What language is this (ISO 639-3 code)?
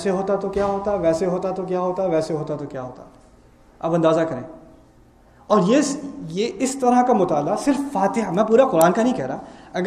urd